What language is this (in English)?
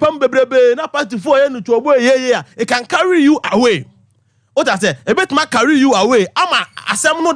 Akan